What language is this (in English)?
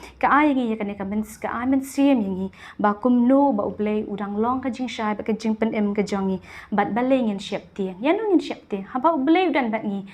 Khasi